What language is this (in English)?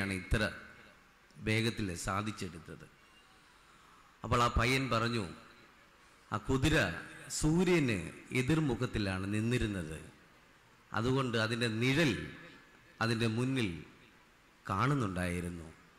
Malayalam